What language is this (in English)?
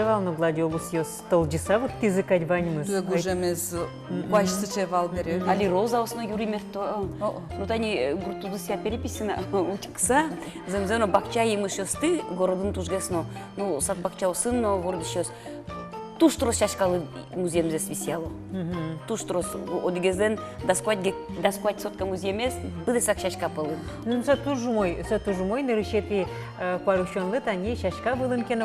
Udmurt